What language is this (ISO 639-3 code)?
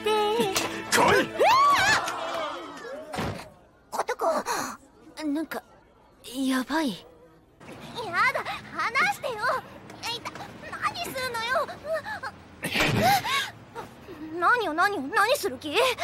jpn